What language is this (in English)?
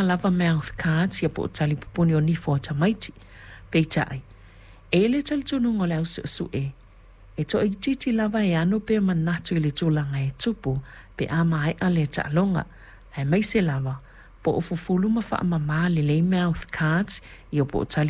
Samoan